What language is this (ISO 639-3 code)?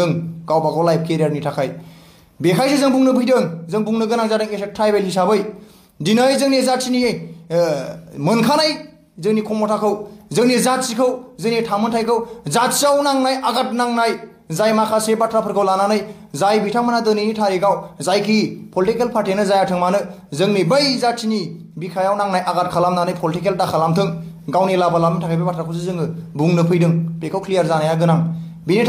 brx